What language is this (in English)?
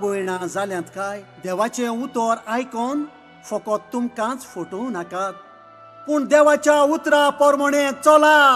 Konkani